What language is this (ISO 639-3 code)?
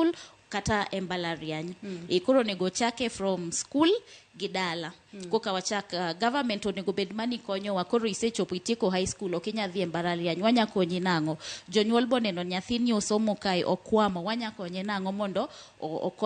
luo